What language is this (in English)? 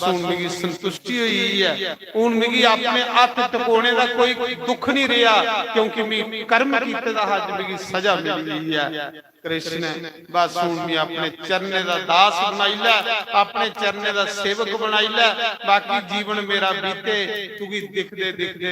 Dogri